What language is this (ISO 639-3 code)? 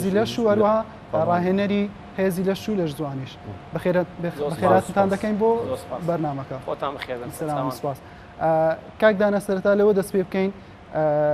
ckb